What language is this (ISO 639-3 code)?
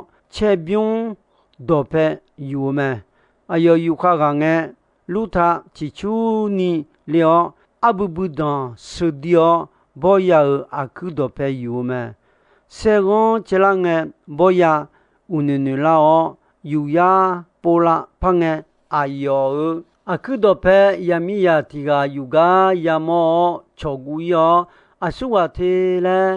ahk